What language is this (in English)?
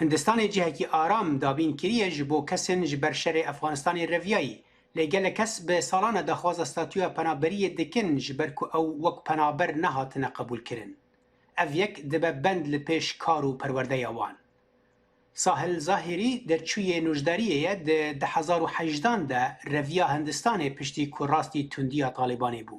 Kurdish